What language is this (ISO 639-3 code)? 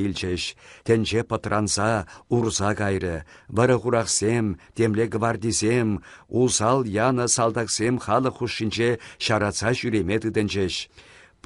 chv